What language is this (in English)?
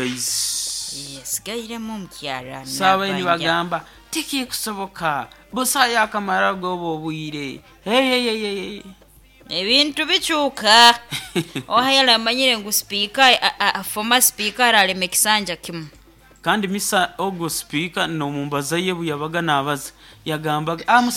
Nyoro